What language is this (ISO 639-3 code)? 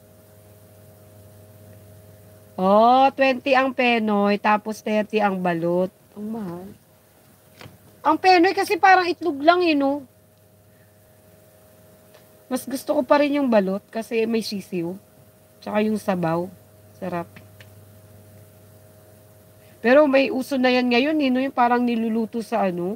fil